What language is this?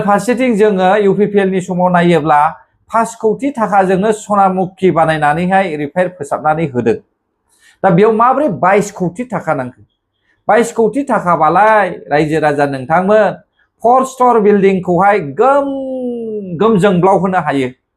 Bodo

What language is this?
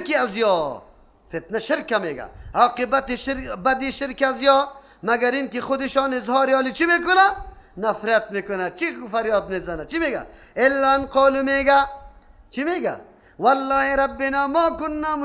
Persian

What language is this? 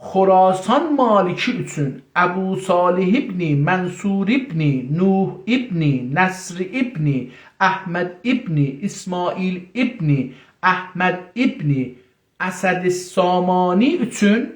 South Azerbaijani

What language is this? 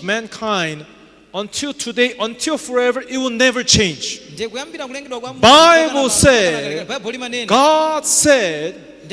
Nyanja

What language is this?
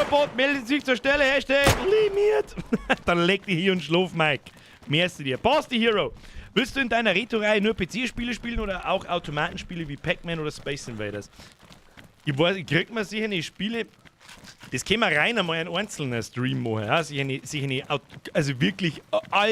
Bavarian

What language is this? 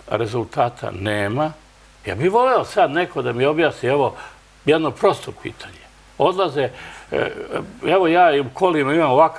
Serbian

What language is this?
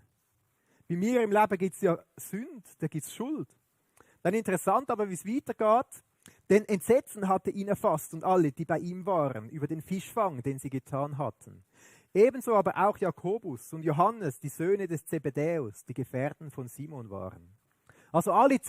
Swiss German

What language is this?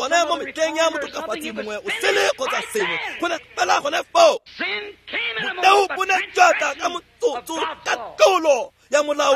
Tswana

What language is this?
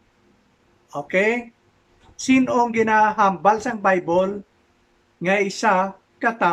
Hiligaynon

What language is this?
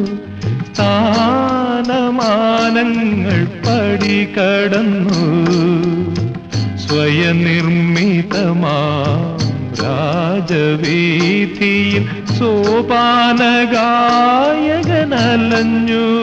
Malayalam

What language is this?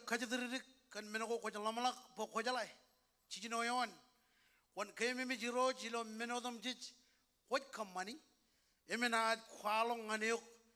Marshallese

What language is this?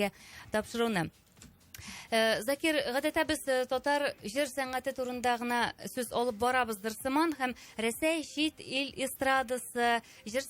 Tatar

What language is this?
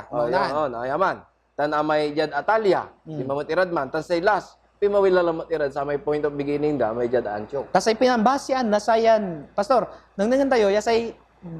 Pangasinan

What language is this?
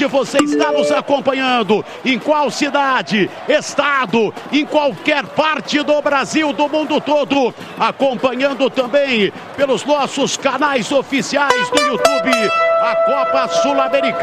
Portuguese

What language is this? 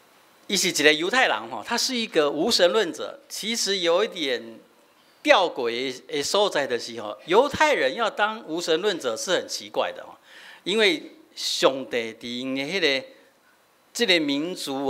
Min Nan Chinese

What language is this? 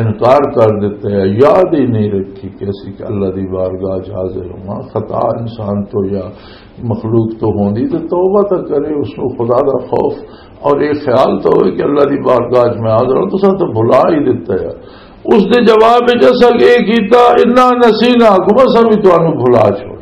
Western Panjabi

